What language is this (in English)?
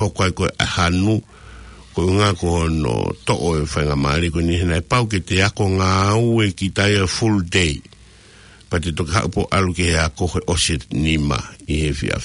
Tongan